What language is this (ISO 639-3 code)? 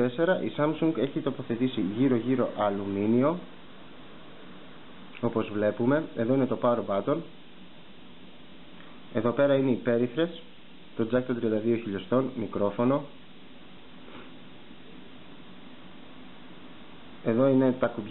ell